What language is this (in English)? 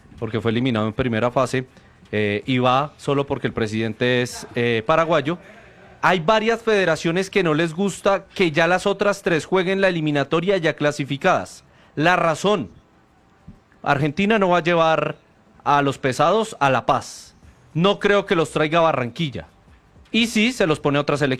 Spanish